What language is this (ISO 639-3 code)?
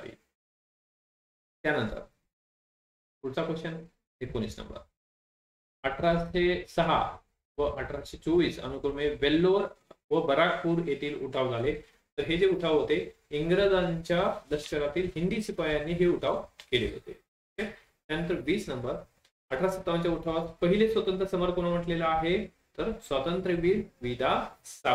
mar